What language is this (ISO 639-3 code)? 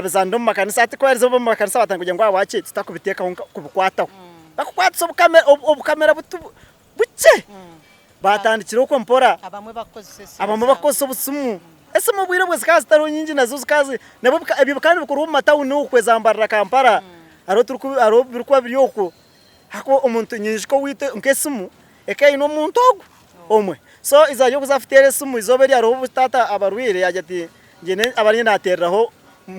nyn